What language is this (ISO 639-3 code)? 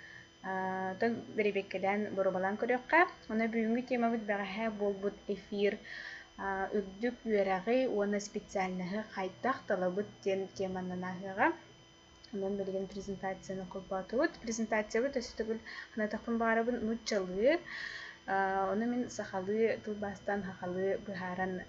sah